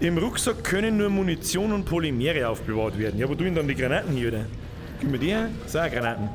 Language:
Bavarian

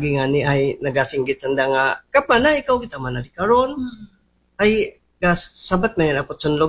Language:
Aklanon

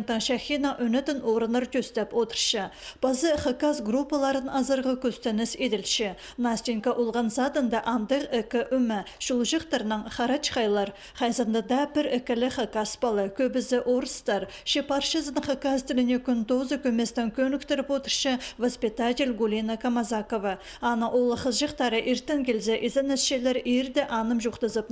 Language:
Khakas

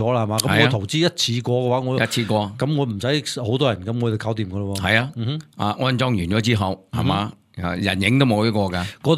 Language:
Cantonese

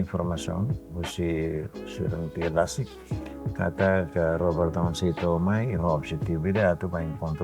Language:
Tetum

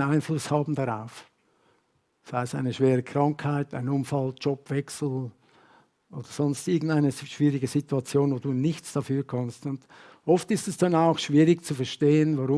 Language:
Swiss German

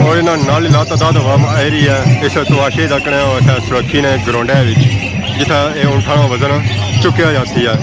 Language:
Pahari-Potwari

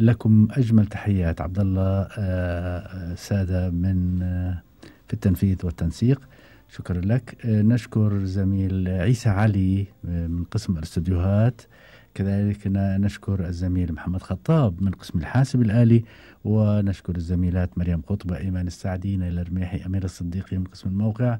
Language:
Gulf Arabic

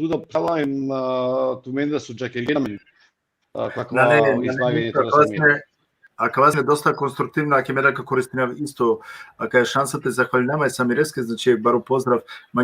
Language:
Balkan Romani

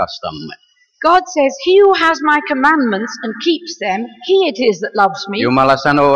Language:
Finnish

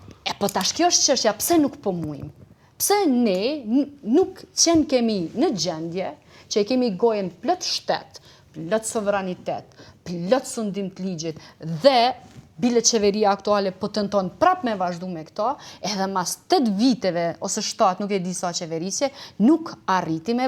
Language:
Albanian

